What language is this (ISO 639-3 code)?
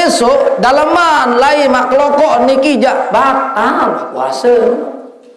sas